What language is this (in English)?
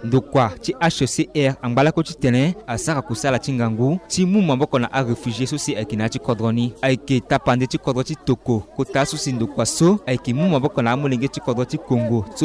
Sango